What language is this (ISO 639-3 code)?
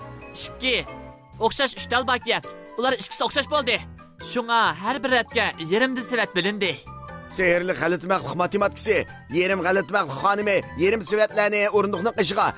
uig